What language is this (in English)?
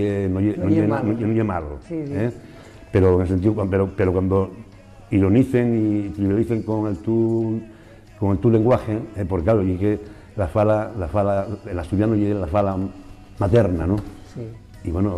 Asturian